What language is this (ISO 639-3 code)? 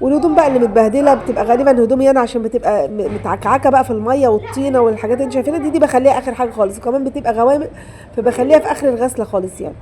arz